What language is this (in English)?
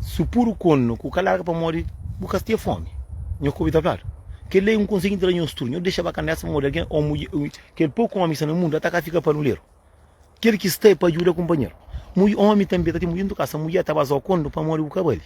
Kabuverdianu